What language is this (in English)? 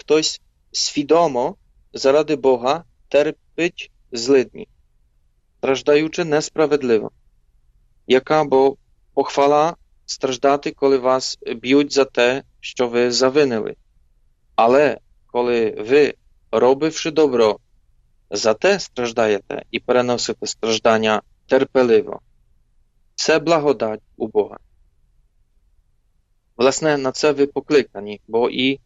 Ukrainian